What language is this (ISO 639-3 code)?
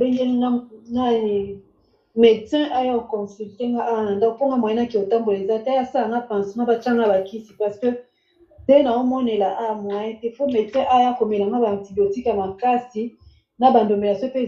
lin